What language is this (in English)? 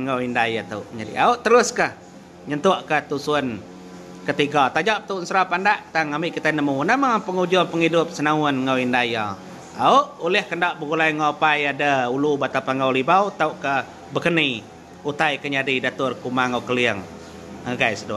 Iban